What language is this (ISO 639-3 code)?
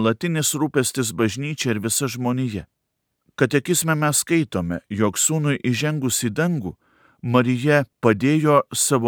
lit